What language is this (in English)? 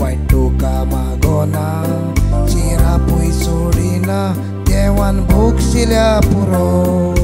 Konkani